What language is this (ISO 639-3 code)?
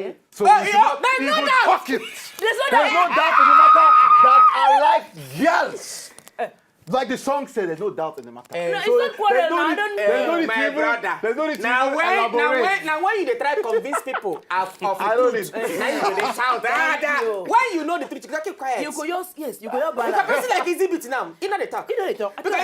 pcm